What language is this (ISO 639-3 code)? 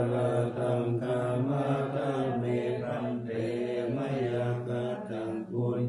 pli